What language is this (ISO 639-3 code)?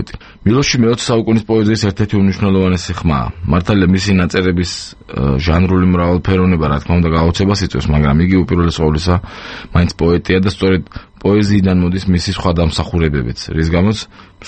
kat